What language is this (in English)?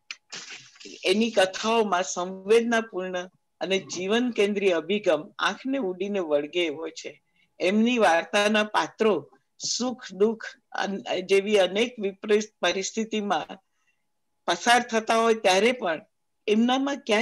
Gujarati